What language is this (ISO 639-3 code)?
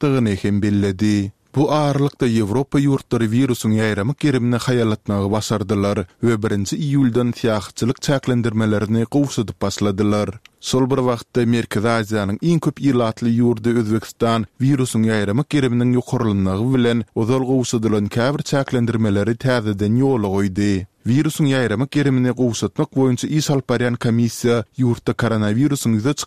tuk